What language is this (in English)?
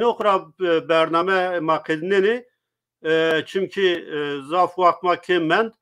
Zaza